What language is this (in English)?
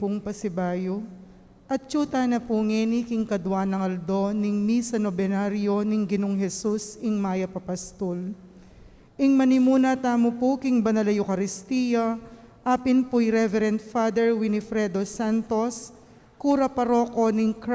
Pampanga